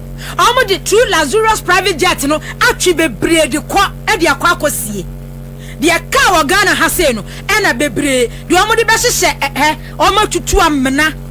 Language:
Akan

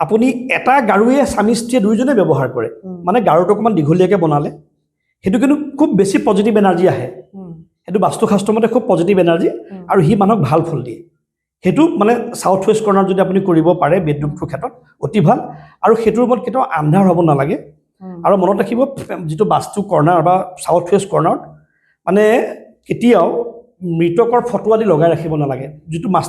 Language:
Assamese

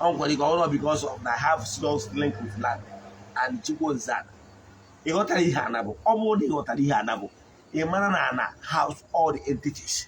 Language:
Igbo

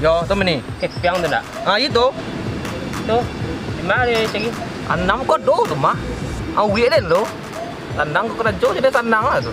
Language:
Minangkabau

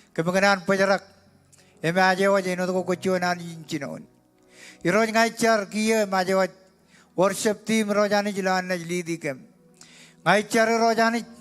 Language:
Marshallese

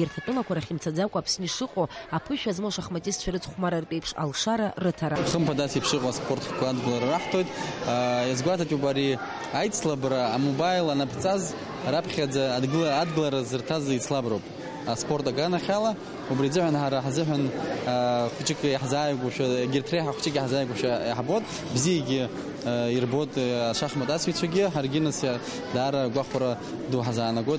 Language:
Abkhazian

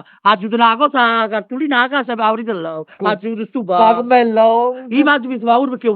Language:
Neapolitan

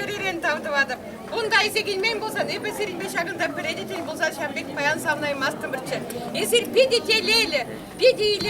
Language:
Chuvash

